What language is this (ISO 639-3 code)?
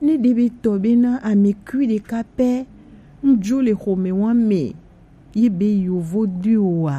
gej